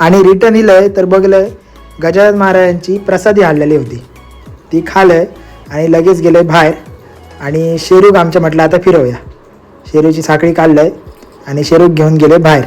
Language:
Konkani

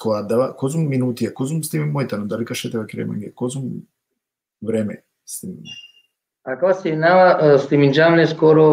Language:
Balkan Romani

